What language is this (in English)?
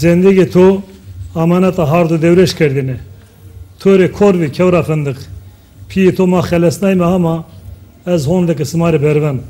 Zaza